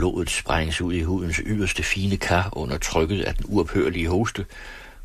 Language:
Danish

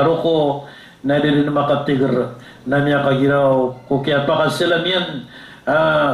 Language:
Maranao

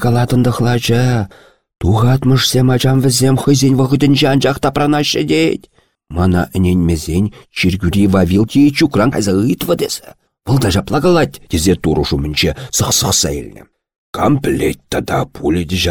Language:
Chuvash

